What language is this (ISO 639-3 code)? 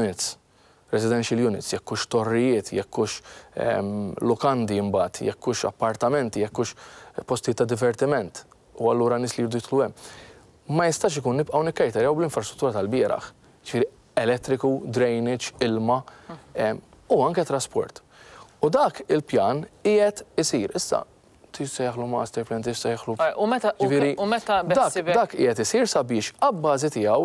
mlt